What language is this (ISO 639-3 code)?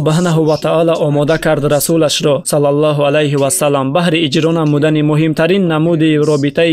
tgk